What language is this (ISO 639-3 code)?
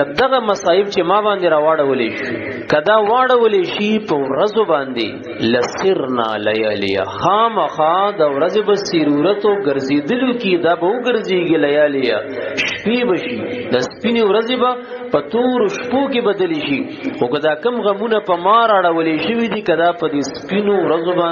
pus